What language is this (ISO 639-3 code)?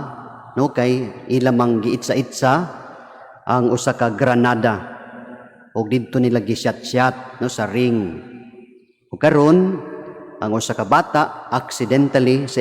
ceb